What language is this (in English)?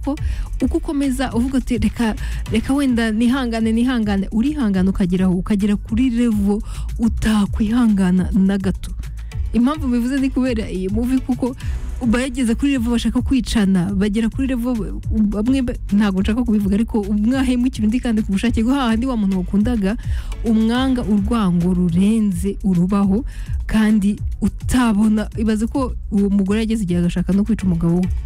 Kinyarwanda